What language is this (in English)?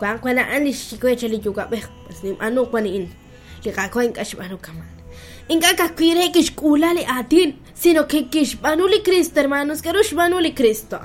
Kekchí